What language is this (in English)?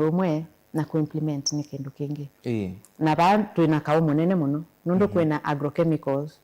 Kamba